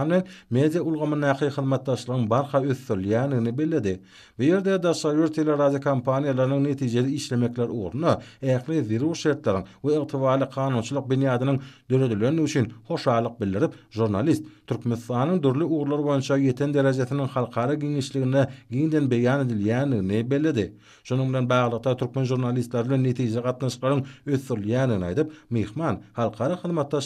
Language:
Turkmen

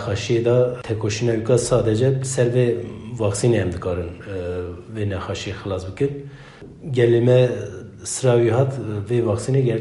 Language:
Kurdish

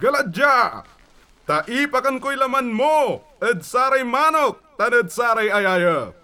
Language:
Pangasinan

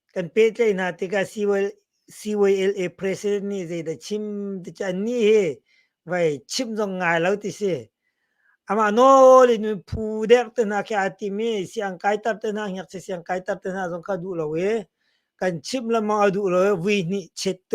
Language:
Hakha Chin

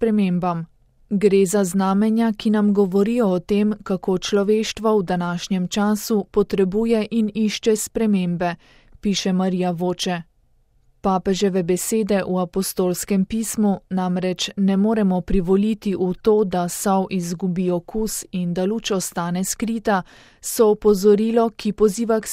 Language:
Slovenian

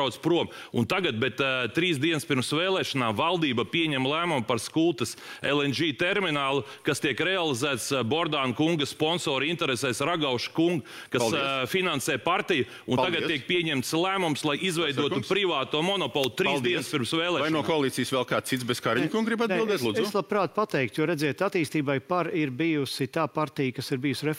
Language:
Latvian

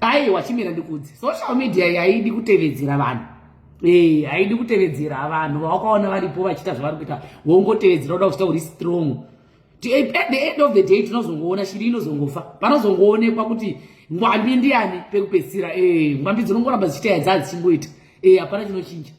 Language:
Shona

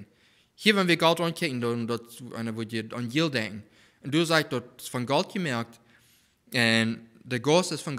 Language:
Plautdietsch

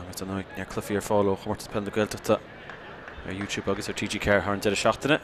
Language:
Irish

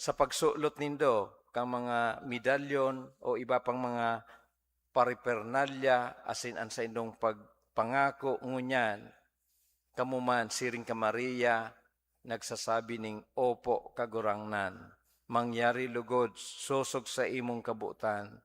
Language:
Bikol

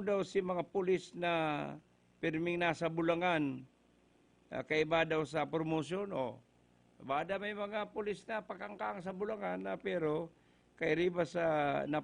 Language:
Bikol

